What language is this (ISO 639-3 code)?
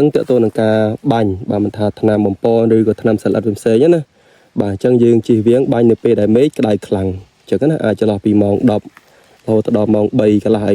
khm